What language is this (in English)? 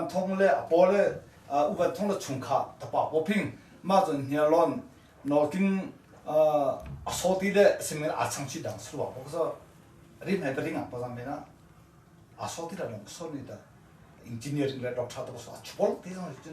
Hakha Chin